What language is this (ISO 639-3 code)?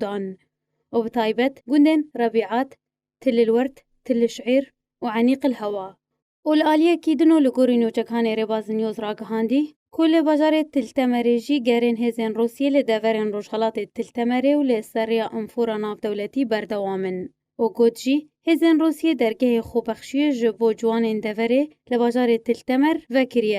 kur